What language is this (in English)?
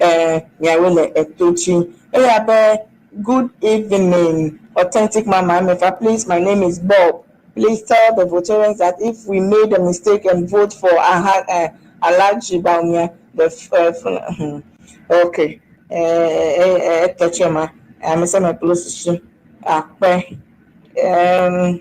Ewe